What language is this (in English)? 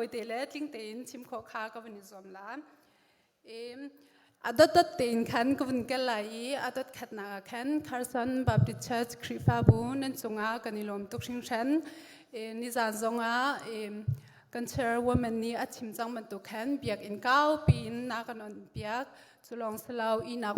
Hakha Chin